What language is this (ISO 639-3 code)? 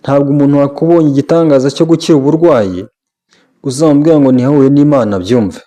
kin